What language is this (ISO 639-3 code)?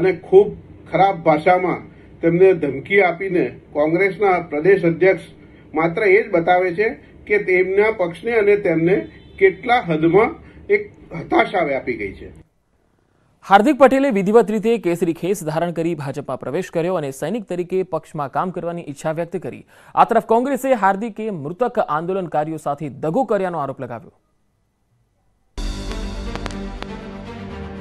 guj